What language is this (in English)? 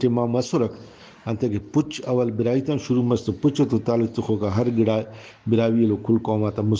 Brahui